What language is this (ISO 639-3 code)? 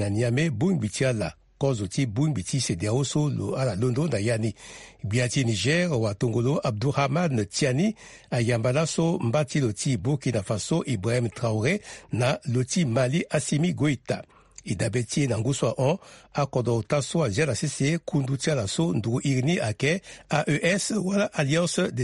sag